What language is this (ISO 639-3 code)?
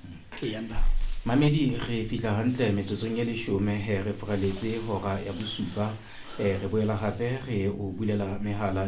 sot